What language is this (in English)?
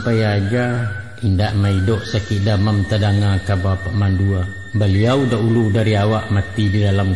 Minangkabau